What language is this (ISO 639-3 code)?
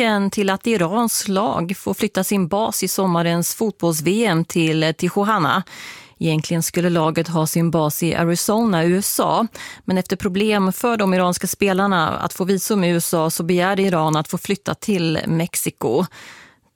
swe